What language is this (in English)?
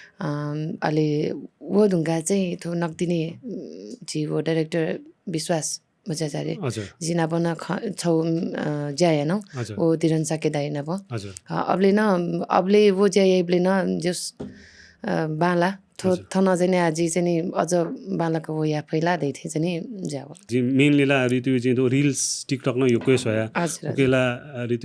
Newari